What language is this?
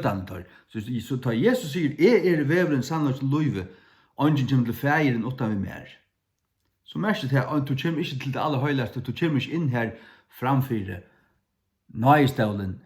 Faroese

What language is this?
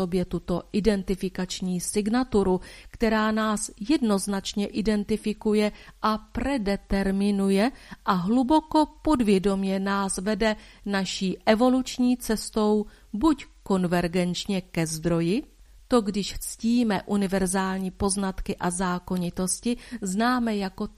Czech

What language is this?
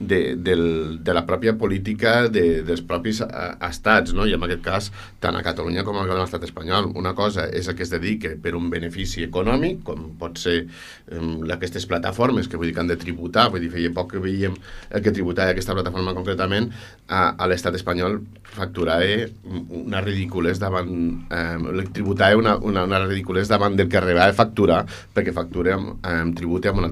Catalan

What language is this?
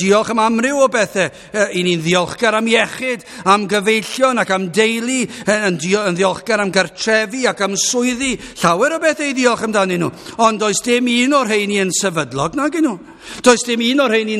Welsh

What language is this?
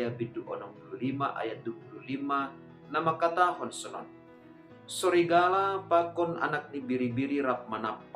Batak Simalungun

